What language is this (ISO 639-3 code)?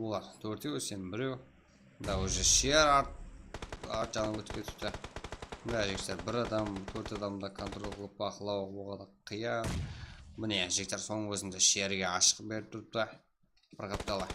kaa